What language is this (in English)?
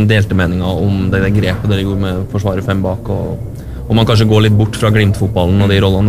Norwegian